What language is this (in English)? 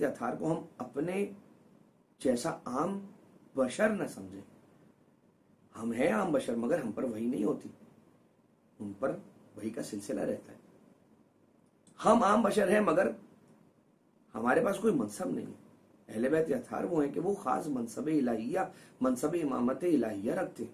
Urdu